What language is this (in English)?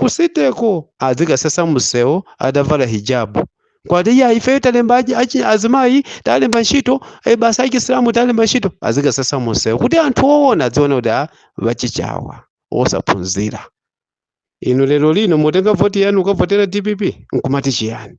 Nyanja